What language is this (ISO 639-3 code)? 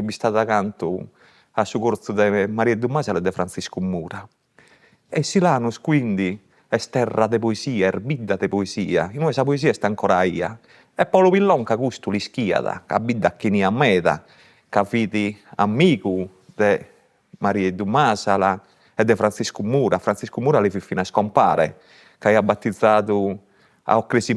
srd